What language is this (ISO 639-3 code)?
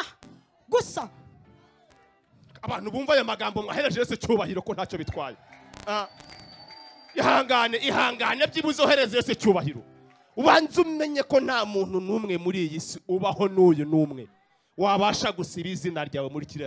kin